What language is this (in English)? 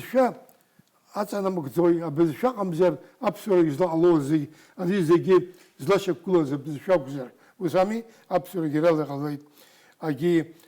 Abkhazian